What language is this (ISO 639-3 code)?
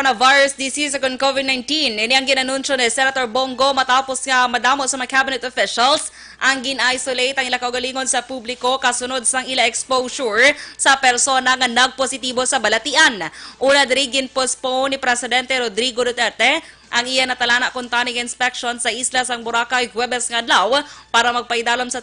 hil